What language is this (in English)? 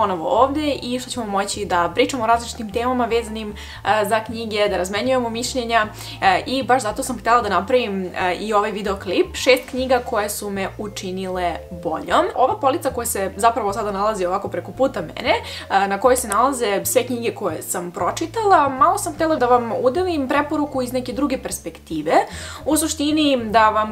Serbian